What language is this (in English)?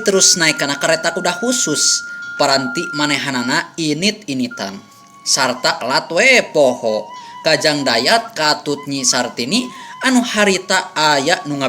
Sundanese